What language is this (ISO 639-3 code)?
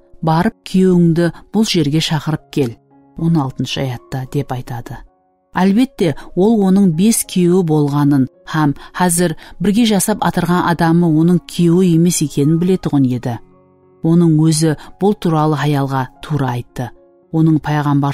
kaa